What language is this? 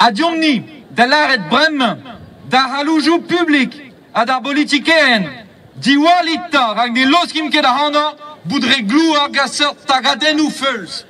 Breton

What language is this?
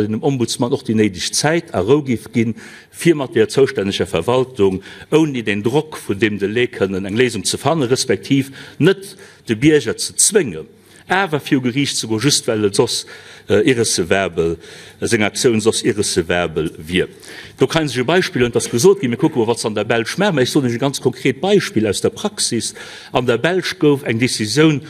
Luxembourgish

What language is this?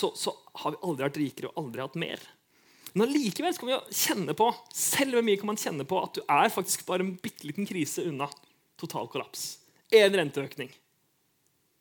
Norwegian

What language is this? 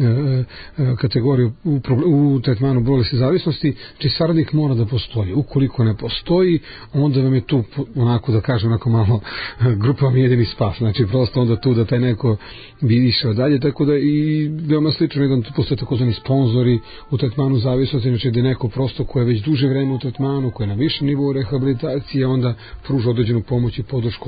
Serbian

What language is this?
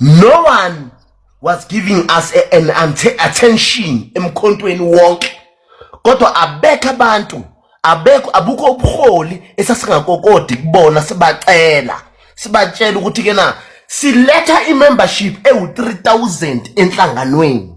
Zulu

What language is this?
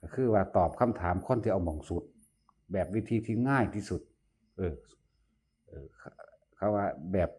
Northeastern Thai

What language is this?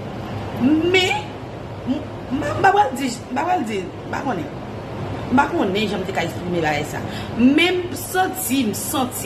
Haitian Creole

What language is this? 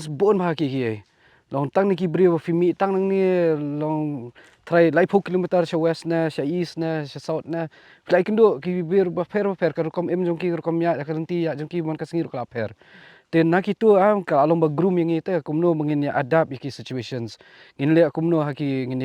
Khasi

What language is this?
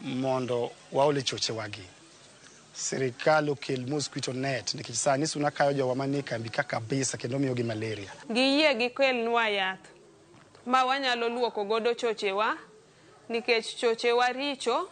Luo (Kenya and Tanzania)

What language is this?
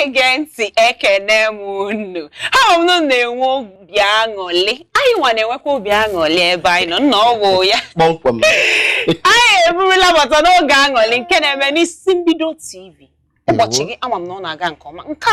Igbo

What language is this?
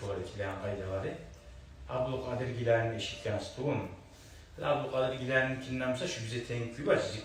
Kumyk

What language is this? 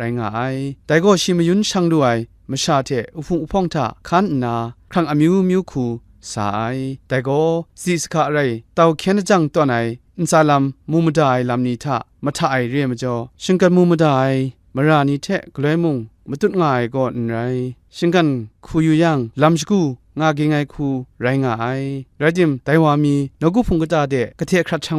Kachin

